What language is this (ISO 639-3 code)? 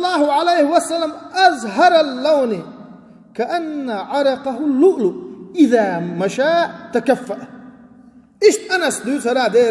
che